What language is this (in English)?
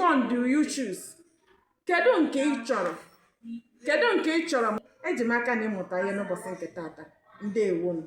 Igbo